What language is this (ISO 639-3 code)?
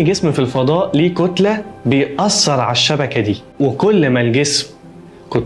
arz